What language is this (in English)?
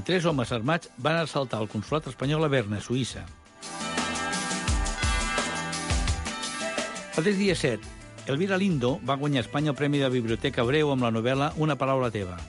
Catalan